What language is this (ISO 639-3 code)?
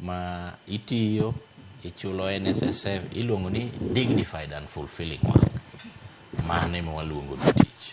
luo